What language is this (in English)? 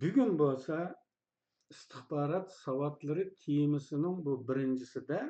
Uyghur